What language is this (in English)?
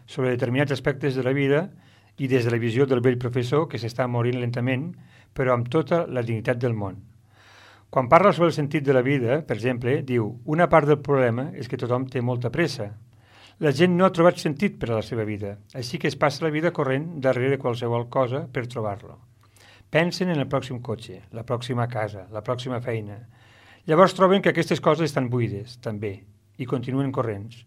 Catalan